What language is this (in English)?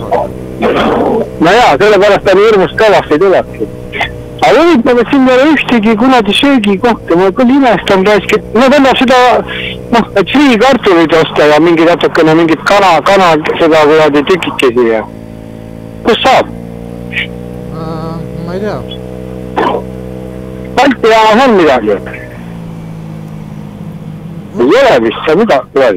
Estonian